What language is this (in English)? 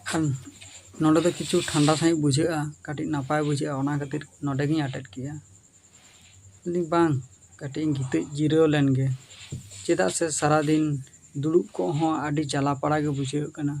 Santali